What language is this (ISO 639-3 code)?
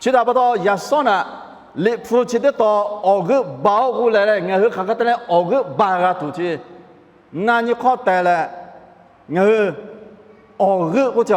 lhu